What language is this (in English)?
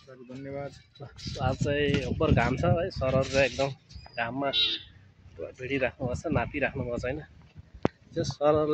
Nepali